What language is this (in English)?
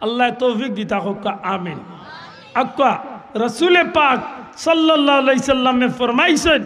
Sylheti